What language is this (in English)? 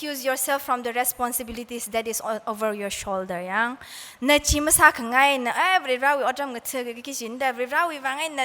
Tangkhul Naga (India)